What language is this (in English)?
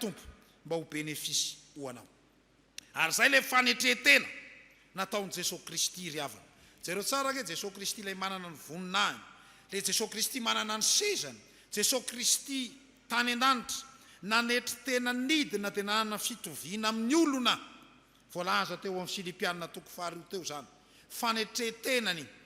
Malagasy